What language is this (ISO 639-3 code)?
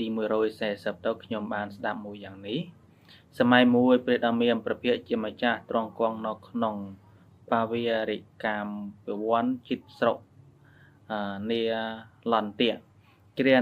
khm